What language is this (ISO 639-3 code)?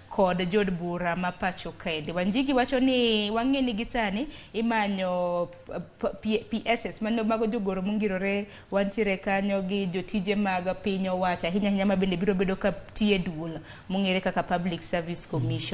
luo